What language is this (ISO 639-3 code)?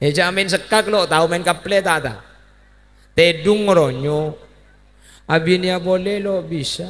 mad